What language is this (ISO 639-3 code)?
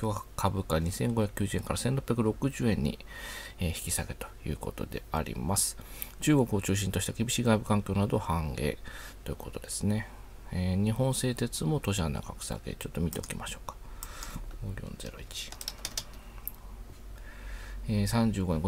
jpn